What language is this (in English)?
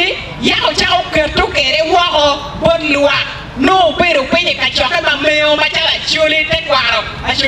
Acoli